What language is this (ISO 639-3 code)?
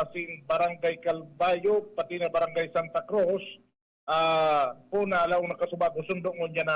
bik